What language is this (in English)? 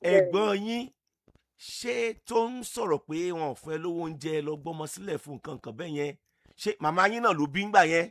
Yoruba